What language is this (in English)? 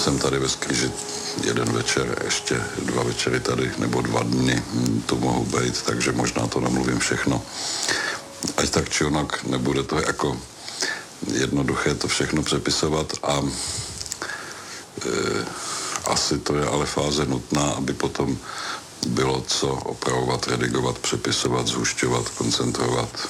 Czech